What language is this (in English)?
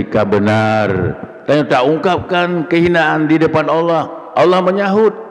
Achinese